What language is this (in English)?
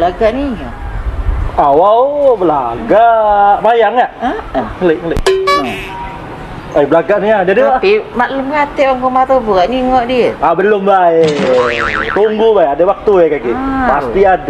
Musi